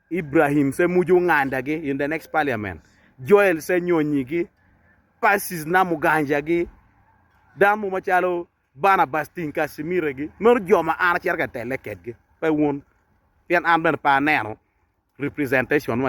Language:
Acoli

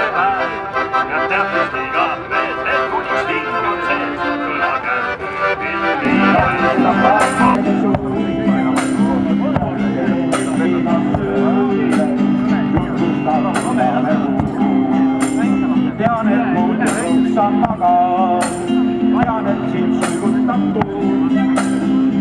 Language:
Estonian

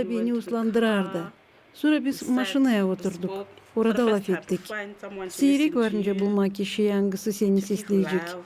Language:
Gagauz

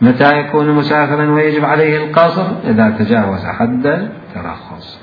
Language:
Mesopotamian Arabic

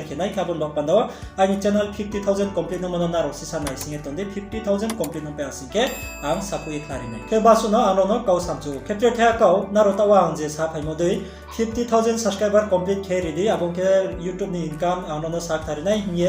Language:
Riang (India)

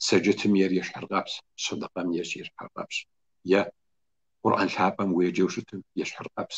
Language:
Kabardian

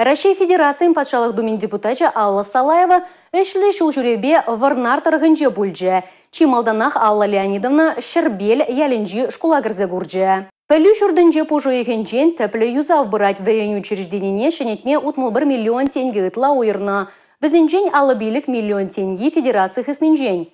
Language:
Chuvash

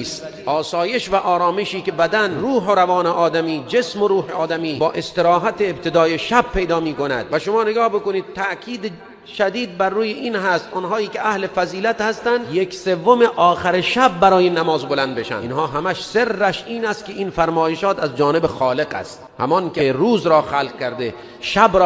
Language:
Tajik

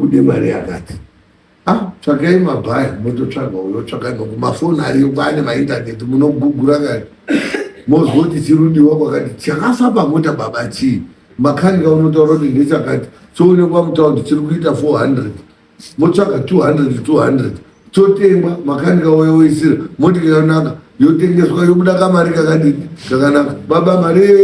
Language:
Shona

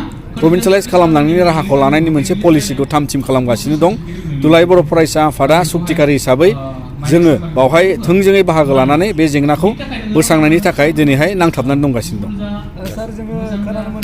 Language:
Bodo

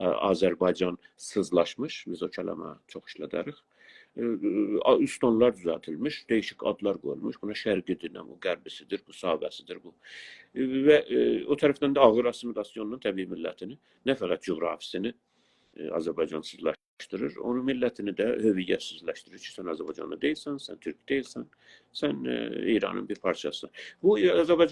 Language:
South Azerbaijani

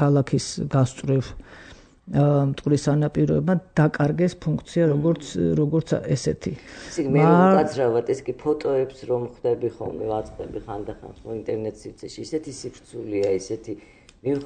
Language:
Georgian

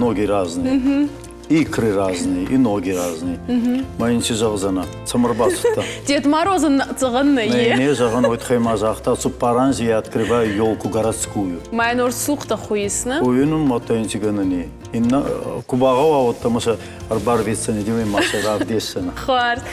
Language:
Ossetic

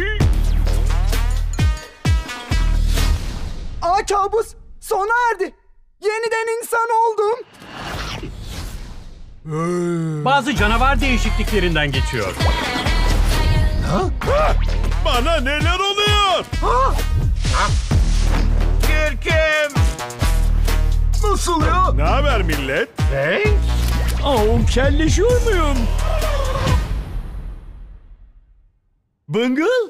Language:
Turkish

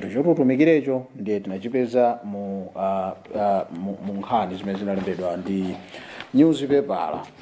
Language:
Nyanja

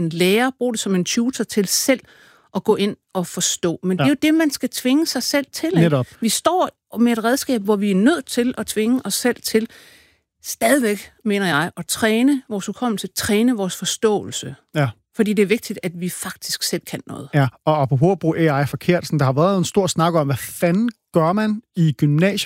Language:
Danish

